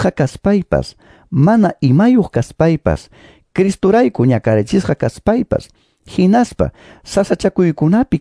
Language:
Quechua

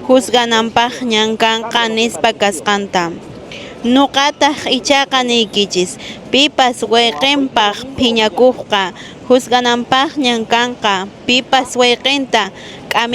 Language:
Quechua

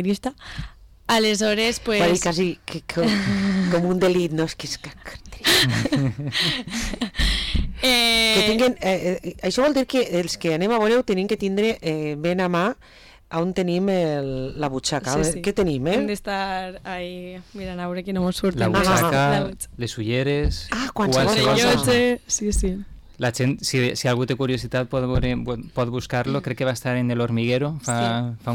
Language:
Catalan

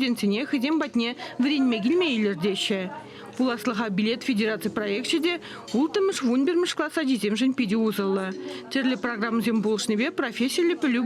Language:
Chuvash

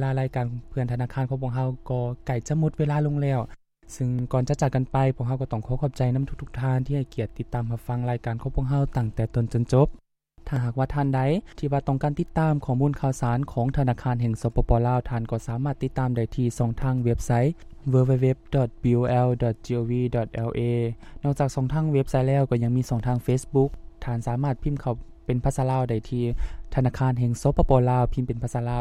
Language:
Lao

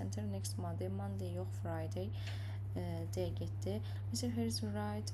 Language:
Azerbaijani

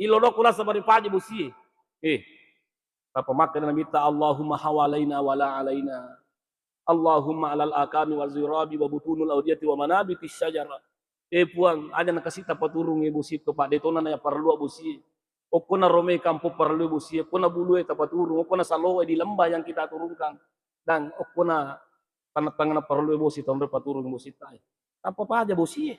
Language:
Buginese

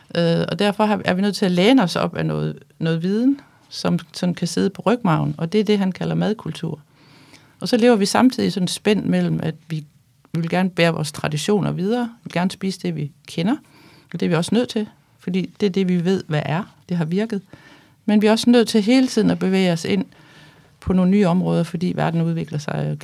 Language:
Danish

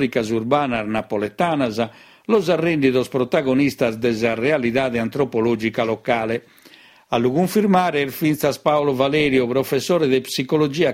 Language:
Sardinian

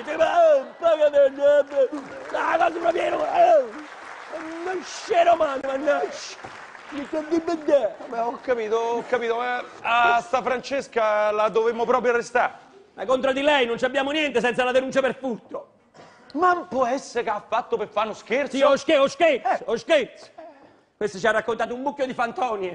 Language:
Italian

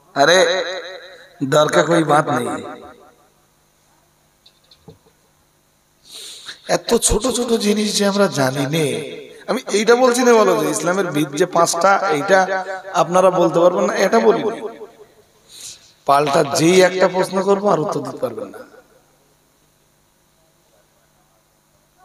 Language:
Bangla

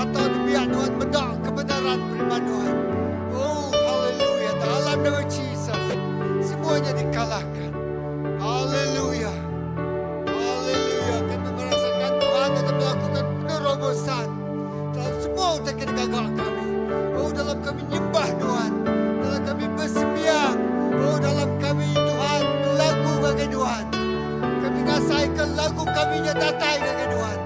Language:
Iban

